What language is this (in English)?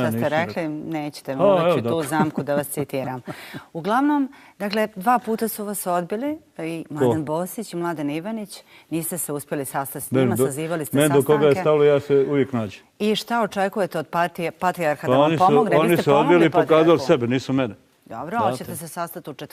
Bosnian